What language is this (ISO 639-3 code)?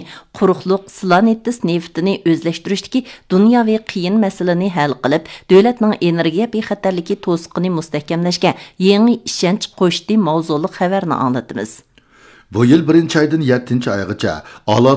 uig